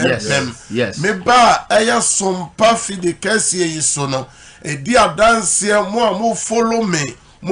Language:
Akan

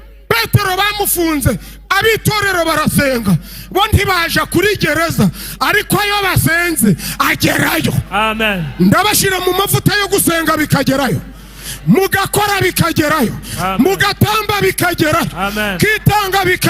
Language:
Kinyarwanda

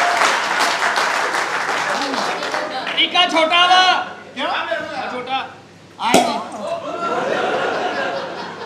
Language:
Punjabi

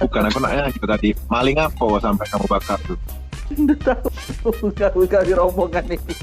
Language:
Musi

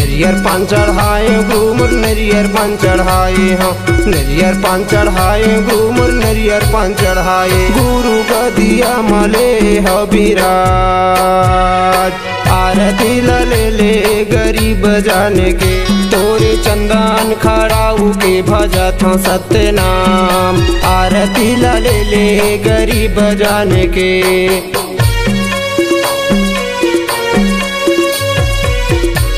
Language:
Chhattisgarhi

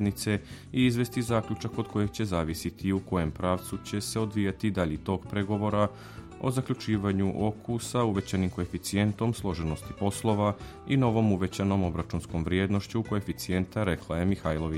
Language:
Serbian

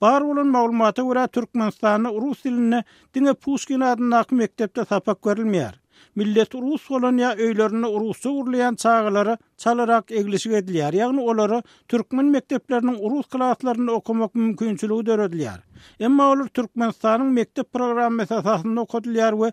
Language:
Turkmen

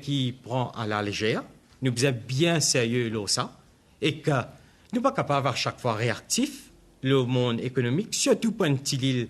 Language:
Morisyen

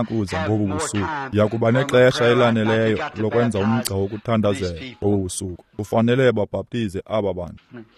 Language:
Xhosa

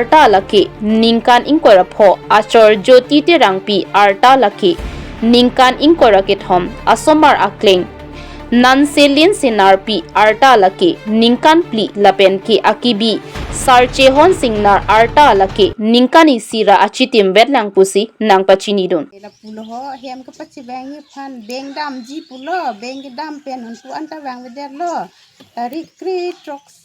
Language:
Karbi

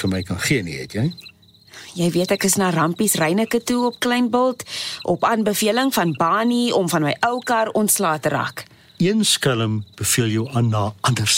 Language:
Afrikaans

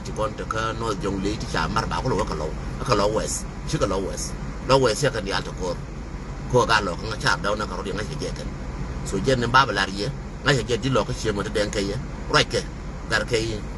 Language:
Nuer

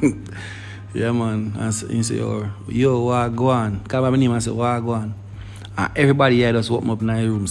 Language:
Jamaican Creole English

